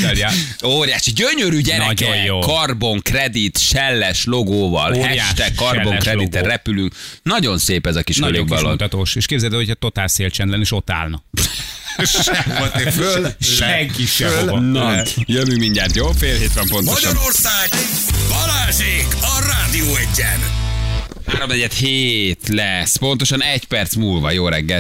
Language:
Hungarian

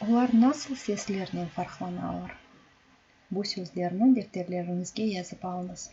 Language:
Crimean Tatar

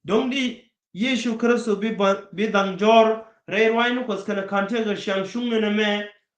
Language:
Nuer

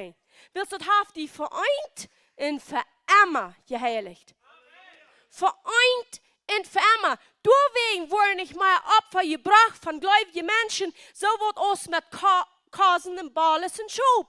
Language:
Plautdietsch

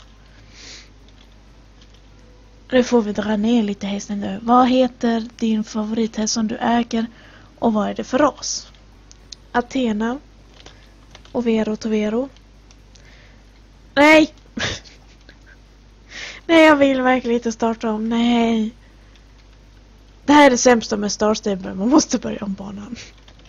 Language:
Swedish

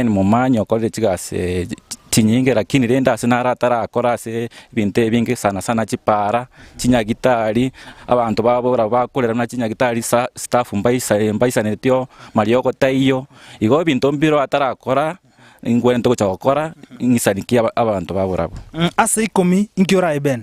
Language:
Gusii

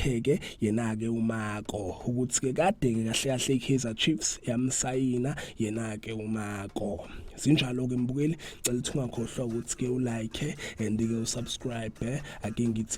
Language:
Zulu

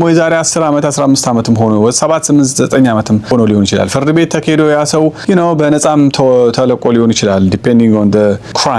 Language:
Amharic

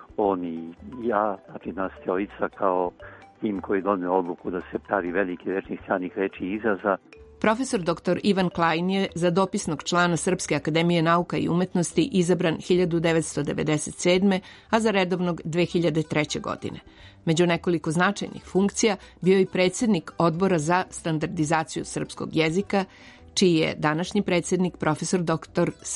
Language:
Serbian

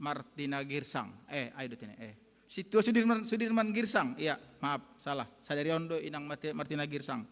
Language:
Batak Simalungun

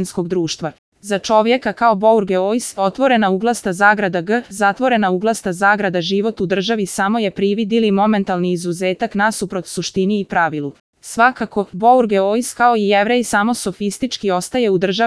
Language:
Serbian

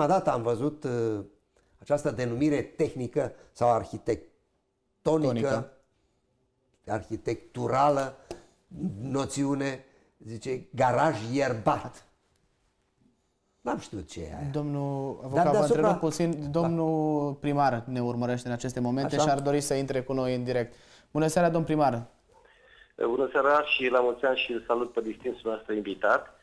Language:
Romanian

